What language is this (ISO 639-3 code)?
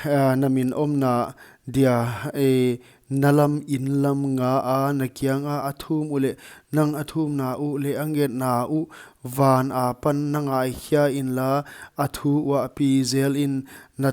pck